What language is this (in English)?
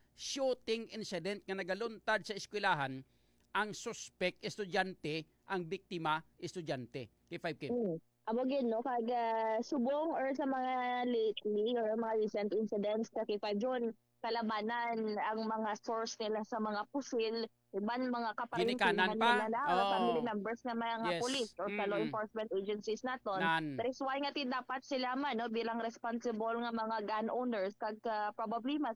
Hiligaynon